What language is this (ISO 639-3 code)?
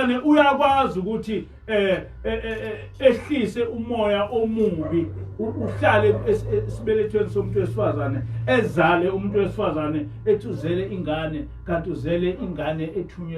zul